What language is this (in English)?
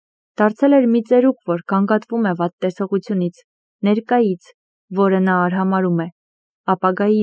Armenian